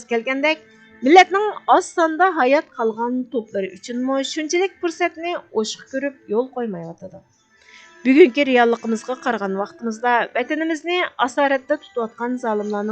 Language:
Uyghur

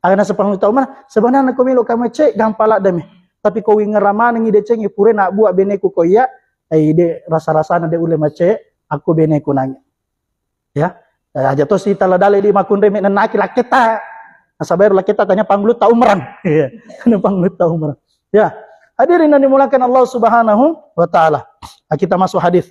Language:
Buginese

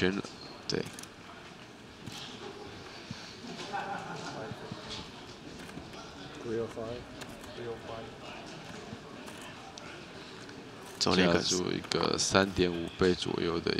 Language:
Chinese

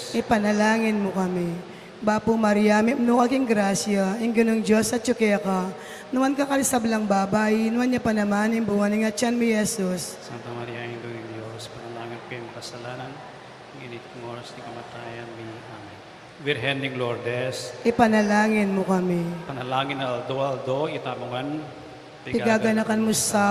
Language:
Pampanga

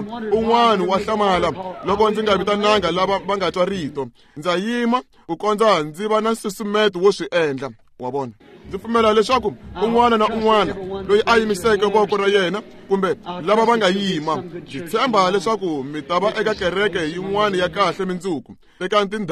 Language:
Tsonga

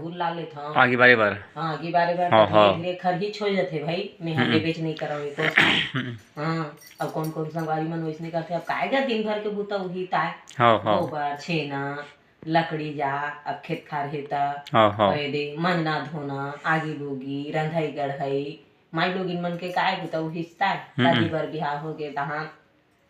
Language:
Chhattisgarhi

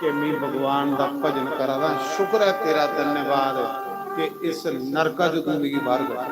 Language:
Dogri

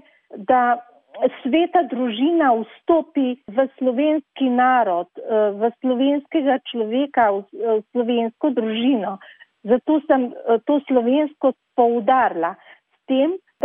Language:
Slovenian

